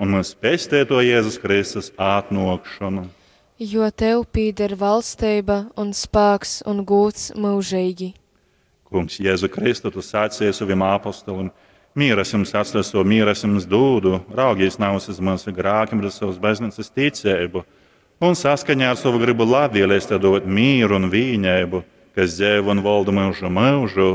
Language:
Latgalian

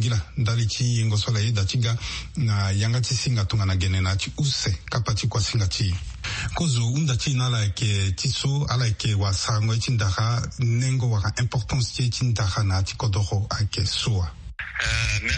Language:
Sango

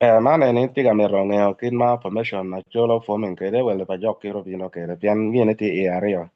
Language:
Acoli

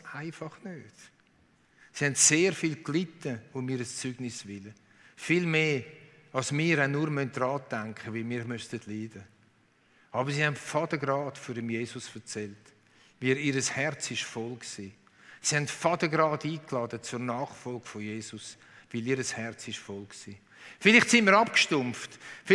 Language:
Swiss German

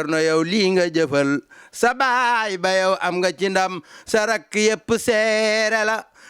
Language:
Wolof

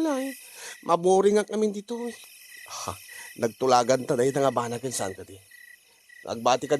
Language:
Iloko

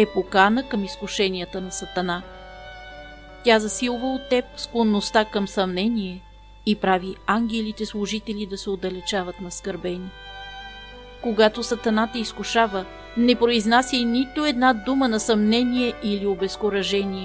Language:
Bulgarian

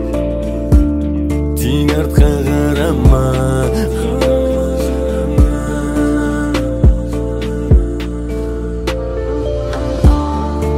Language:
Kazakh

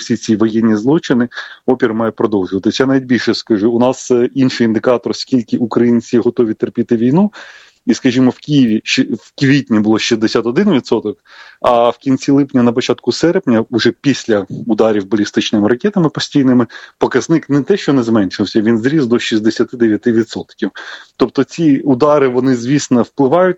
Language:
Ukrainian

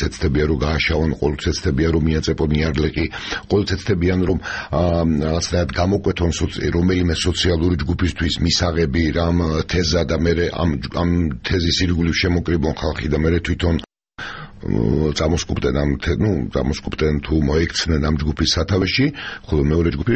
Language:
Georgian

